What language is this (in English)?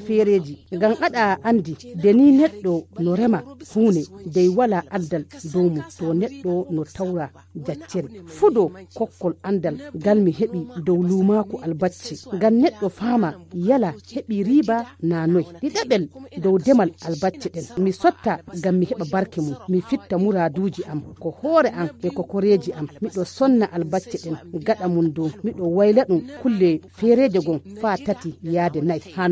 Nigerian Fulfulde